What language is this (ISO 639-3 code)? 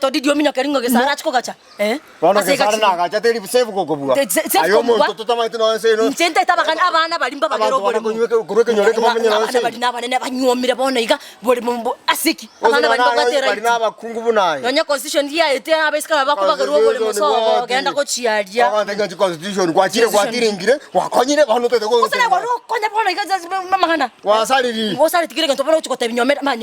guz